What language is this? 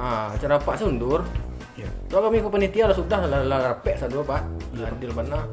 Minangkabau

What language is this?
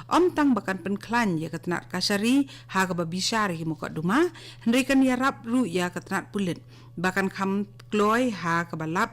Khasi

